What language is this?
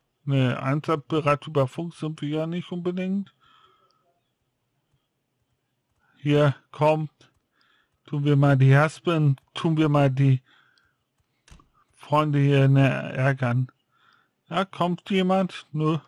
German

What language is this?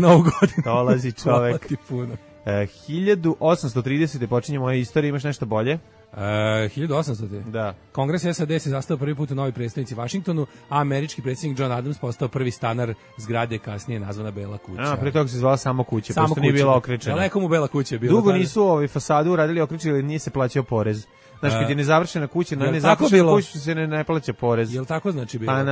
Serbian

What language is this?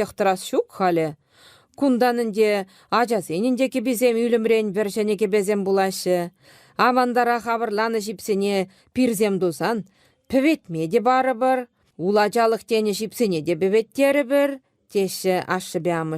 Chuvash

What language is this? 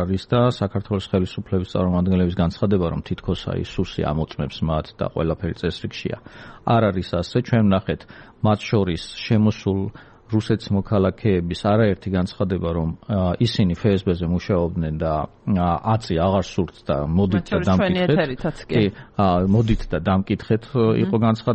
Georgian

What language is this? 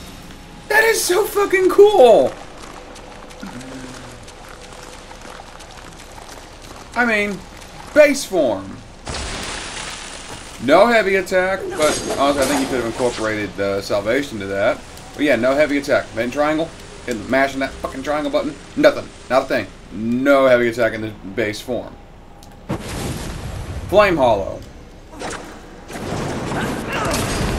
English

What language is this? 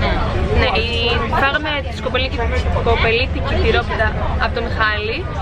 Greek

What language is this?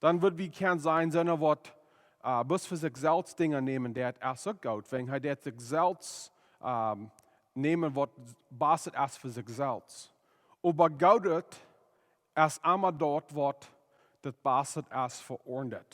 Plautdietsch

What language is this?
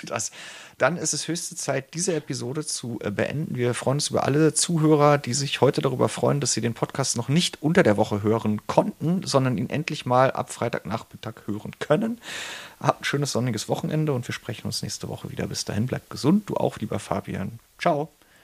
German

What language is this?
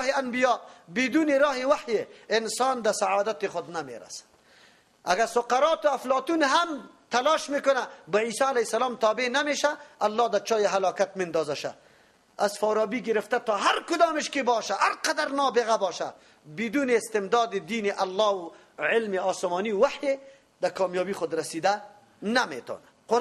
Persian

